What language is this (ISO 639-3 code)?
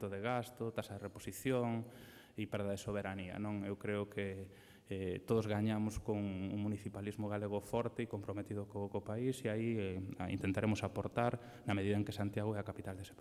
glg